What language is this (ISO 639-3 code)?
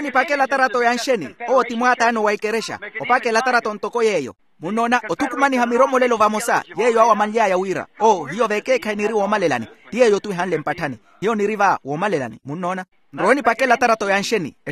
vmw